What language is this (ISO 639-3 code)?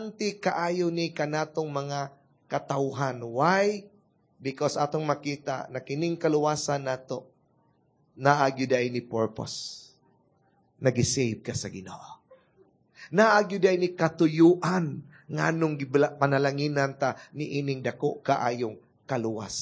ceb